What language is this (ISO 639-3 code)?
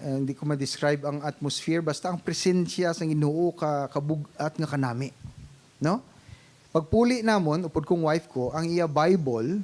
hil